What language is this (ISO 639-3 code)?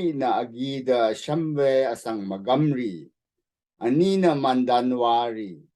raw